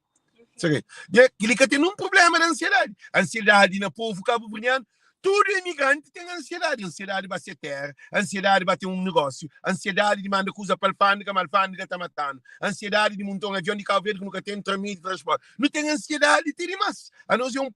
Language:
Kabuverdianu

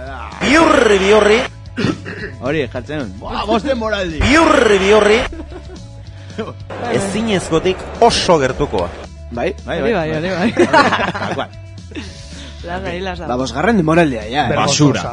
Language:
Basque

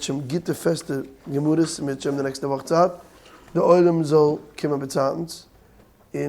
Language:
Yiddish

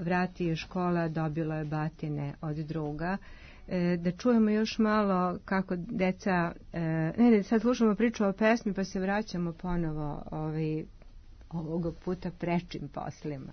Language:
Serbian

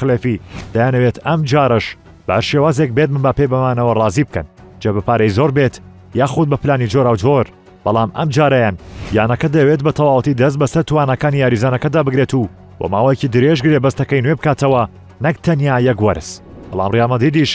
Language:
Central Kurdish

